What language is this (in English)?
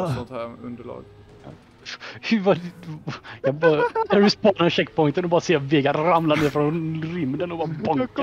Swedish